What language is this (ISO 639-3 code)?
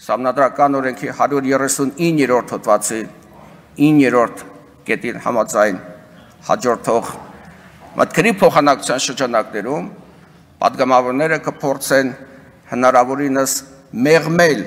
hye